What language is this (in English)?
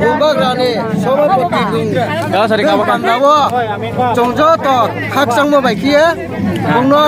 Riang (India)